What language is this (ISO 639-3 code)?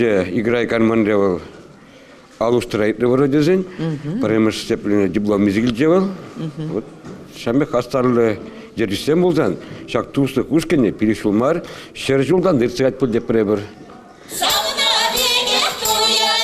chv